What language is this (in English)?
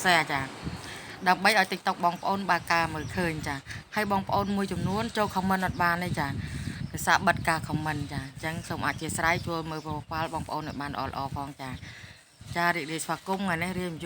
Khmer